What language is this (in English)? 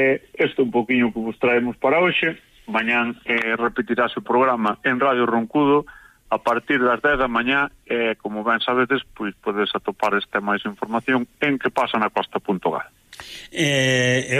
Galician